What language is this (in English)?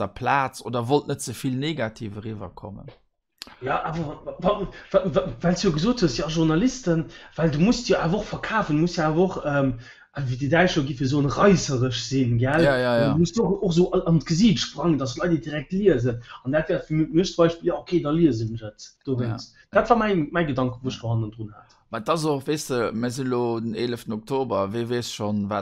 Luxembourgish